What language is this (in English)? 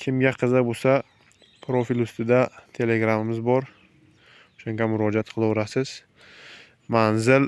Uzbek